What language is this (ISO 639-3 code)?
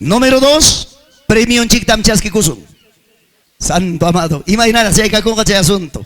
quy